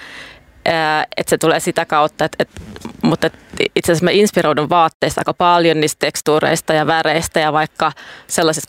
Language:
Finnish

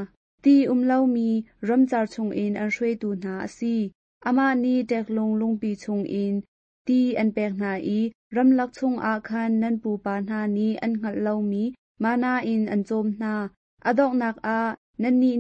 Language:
Hakha Chin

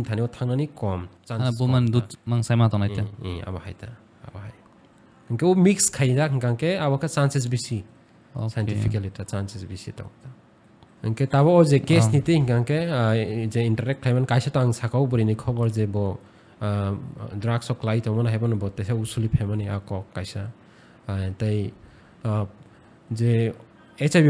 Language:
Kok Borok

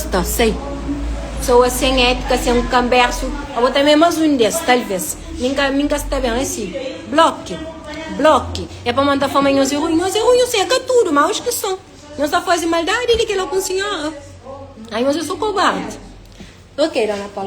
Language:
Kabuverdianu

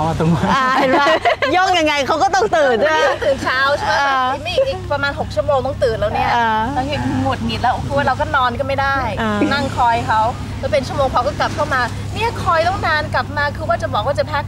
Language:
Thai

